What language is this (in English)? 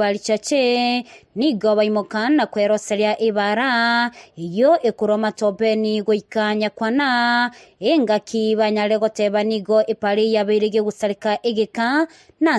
Gusii